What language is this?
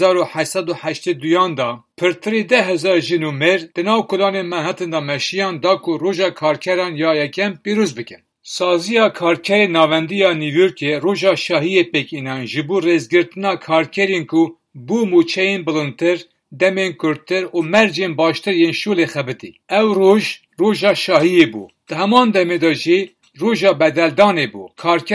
Kurdish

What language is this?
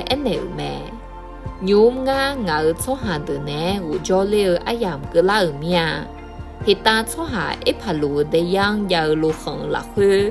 Akha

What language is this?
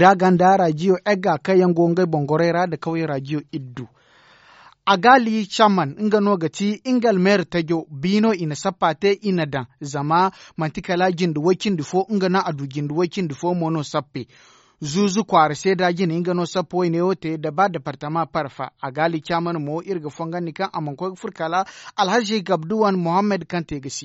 Zarma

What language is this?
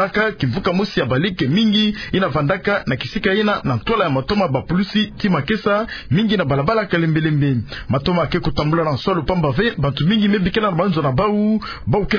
Kituba (Democratic Republic of Congo)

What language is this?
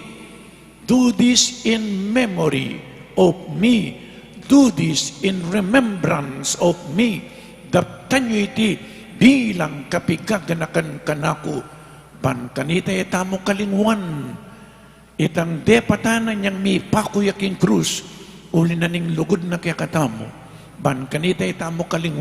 Pampanga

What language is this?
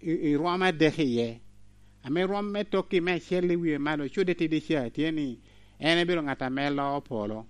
Lango (Uganda)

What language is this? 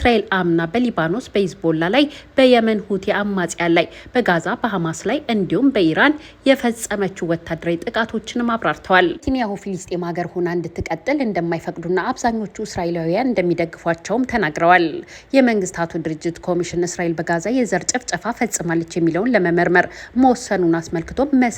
Amharic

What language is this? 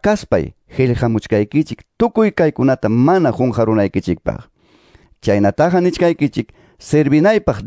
Ayacucho Quechua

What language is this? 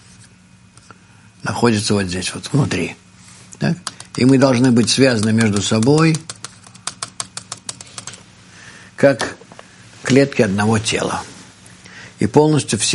Russian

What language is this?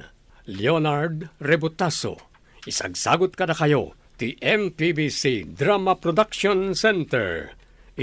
Iloko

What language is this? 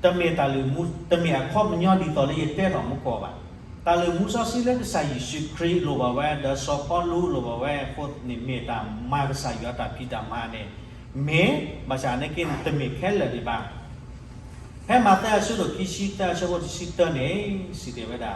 S'gaw Karen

